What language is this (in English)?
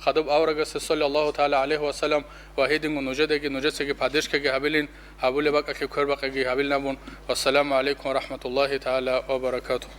Avaric